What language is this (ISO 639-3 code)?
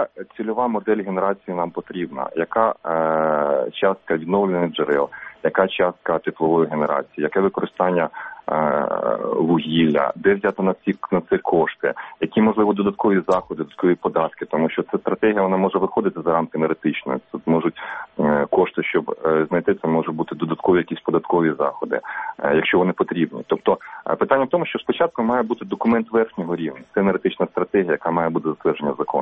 ukr